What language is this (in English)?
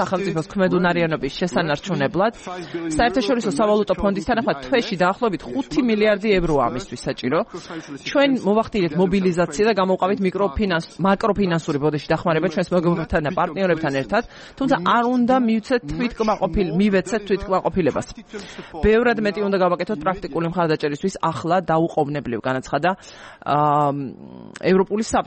Georgian